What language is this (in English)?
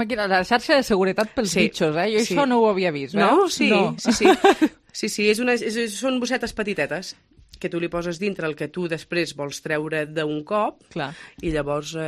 Catalan